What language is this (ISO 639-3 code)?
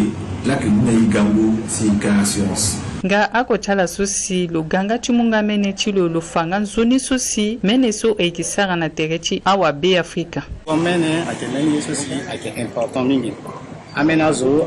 sag